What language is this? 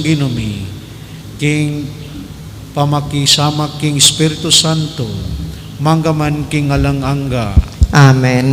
Pampanga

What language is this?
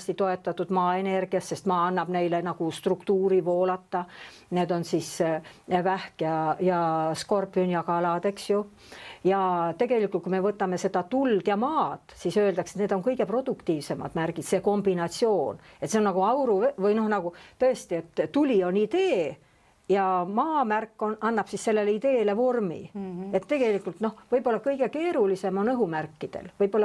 Estonian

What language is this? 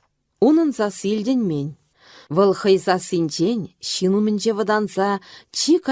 Chuvash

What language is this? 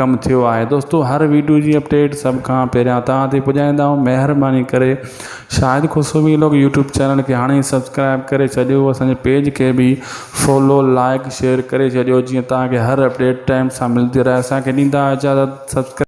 Sindhi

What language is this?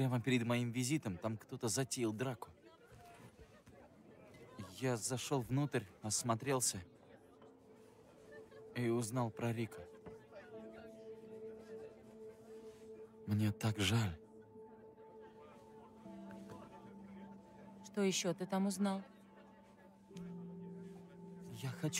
Russian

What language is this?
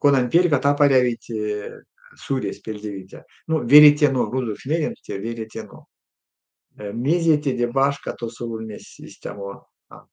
Erzya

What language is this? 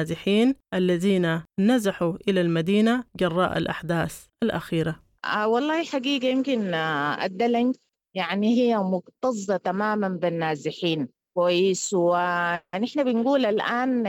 Sudanese Arabic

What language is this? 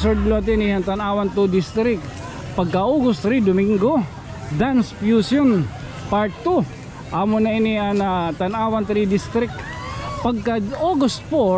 Waray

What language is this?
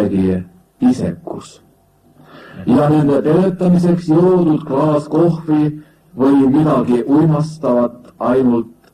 Estonian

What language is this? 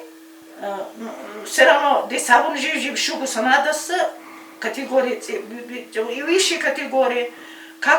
Avaric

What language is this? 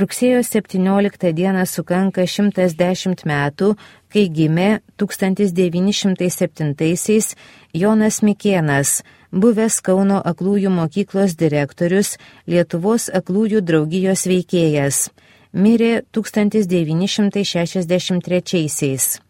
Lithuanian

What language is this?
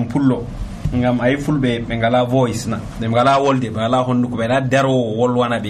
Nigerian Fulfulde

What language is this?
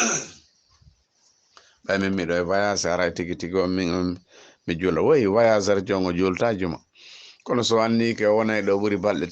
Fula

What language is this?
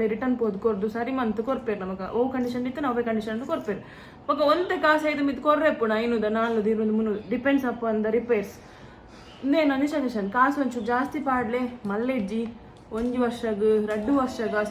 Tulu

